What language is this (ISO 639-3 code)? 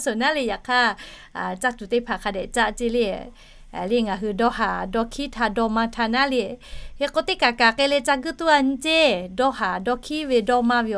lhu